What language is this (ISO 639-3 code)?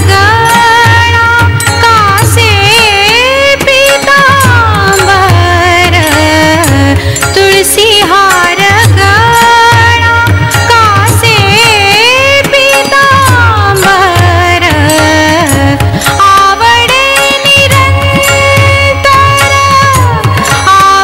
mar